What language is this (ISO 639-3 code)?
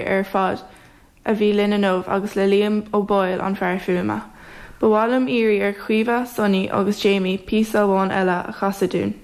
gle